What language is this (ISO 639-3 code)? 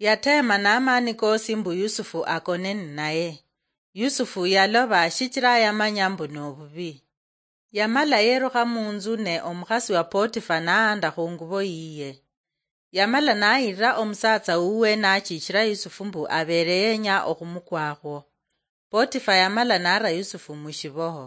luy